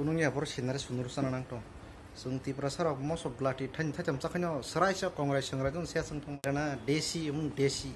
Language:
Kok Borok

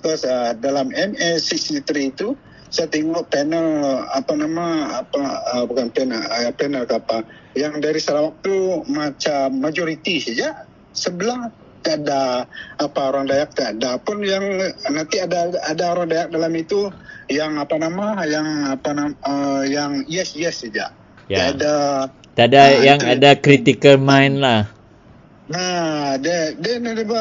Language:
Malay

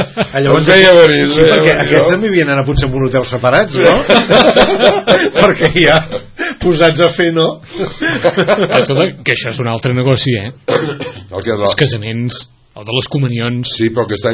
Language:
Catalan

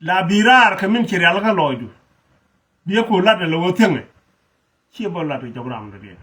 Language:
Nuer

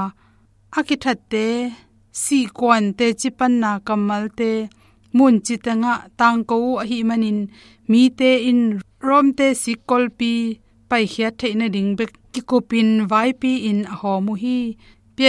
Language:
Tedim Chin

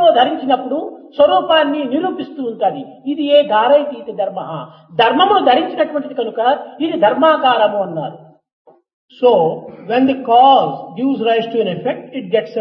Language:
Telugu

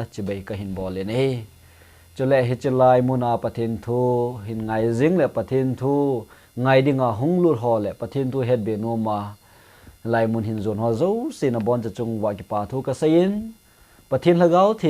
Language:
Thado Chin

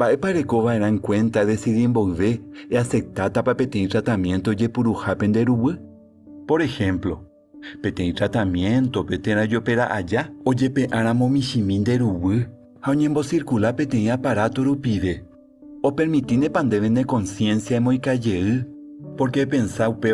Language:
Guarani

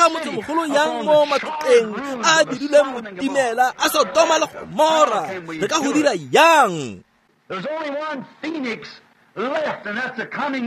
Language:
Tswana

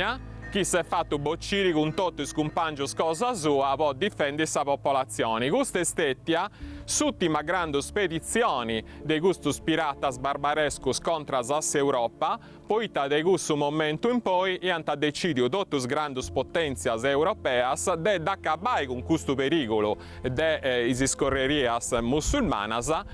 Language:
Sardinian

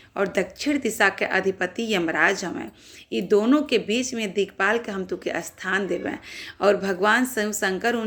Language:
Bhojpuri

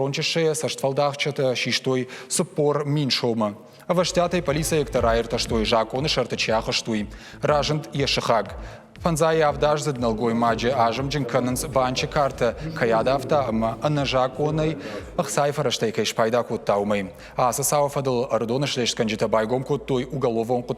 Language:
Ossetic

